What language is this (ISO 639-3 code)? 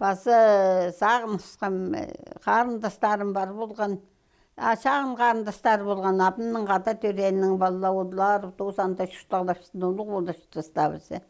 kjh